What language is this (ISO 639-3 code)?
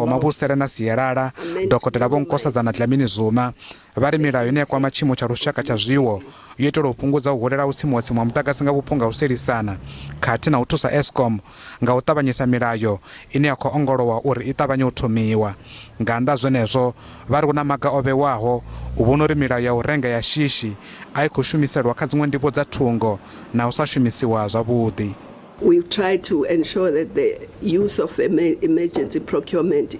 ven